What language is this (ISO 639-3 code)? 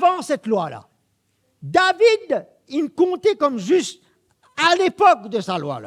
mfe